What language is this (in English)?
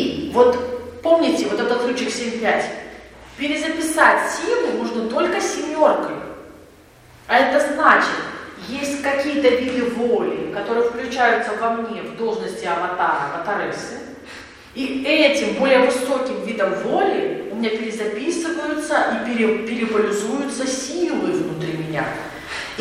Russian